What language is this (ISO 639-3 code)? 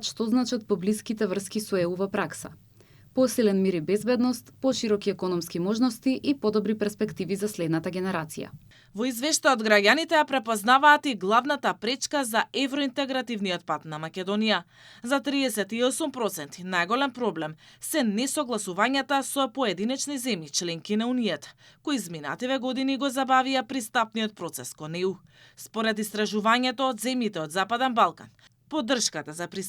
mkd